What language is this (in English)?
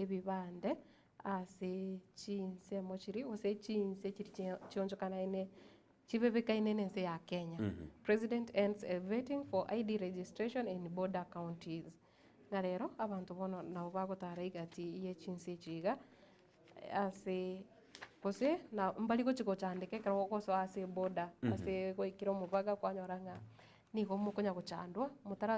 Gusii